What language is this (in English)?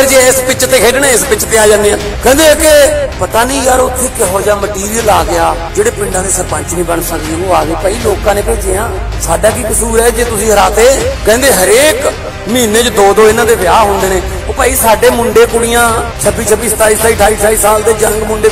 Punjabi